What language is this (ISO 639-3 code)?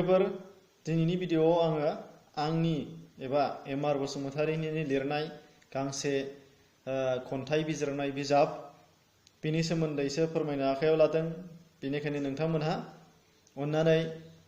brx